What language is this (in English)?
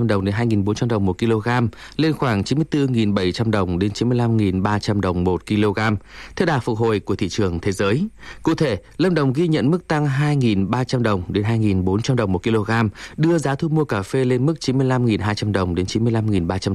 Vietnamese